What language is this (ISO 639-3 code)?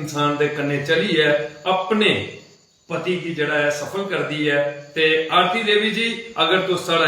doi